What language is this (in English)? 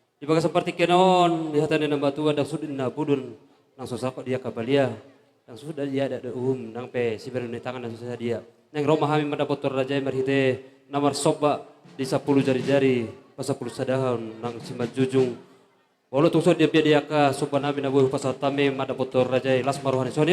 Batak Toba